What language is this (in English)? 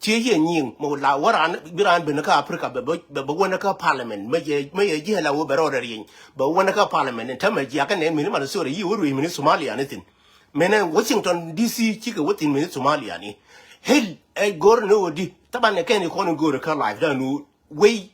Nuer